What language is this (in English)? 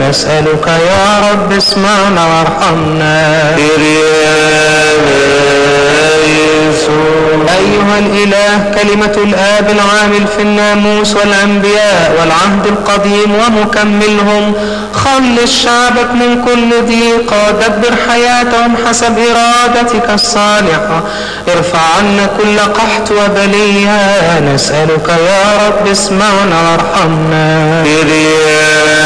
Arabic